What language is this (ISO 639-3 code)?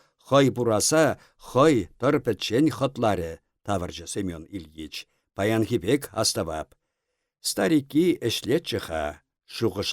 chv